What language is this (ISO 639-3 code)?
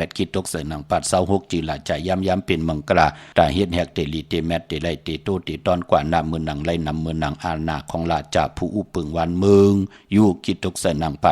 shn